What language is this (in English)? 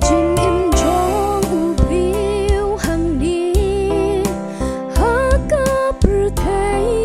Khasi